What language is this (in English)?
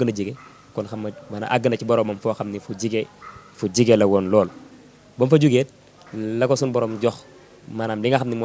Wolof